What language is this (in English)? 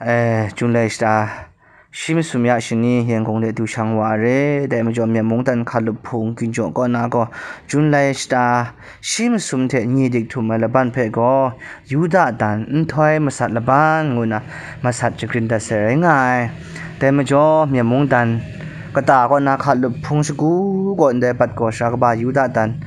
Kachin